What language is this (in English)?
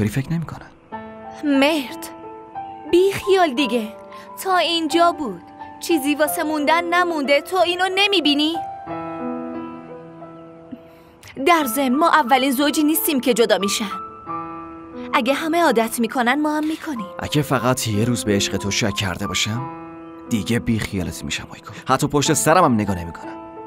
Persian